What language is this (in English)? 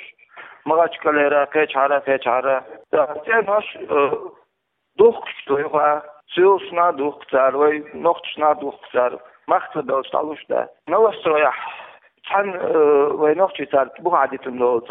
Chechen